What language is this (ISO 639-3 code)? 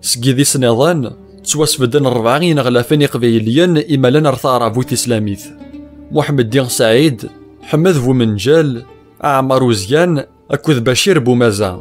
kab